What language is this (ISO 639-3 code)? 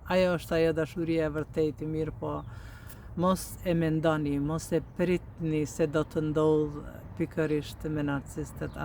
sqi